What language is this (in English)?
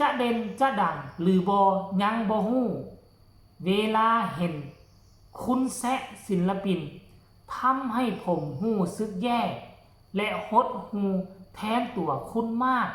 Northeastern Thai